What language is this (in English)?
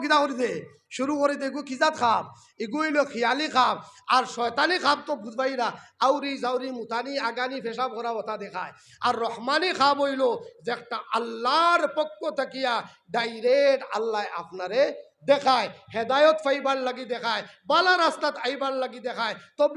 Sylheti